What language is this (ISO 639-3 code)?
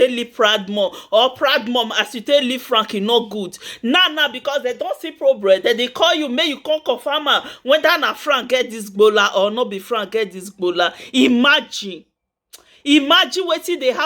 pcm